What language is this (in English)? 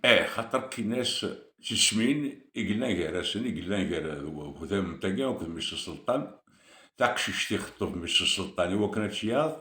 Kabyle